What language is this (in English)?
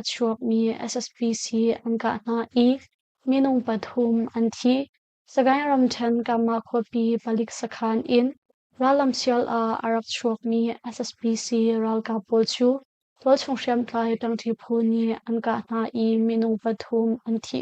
Hakha Chin